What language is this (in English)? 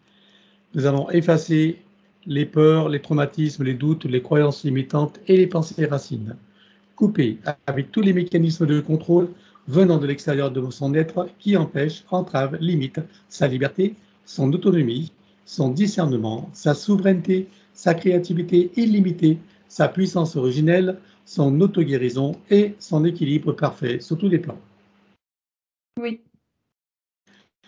French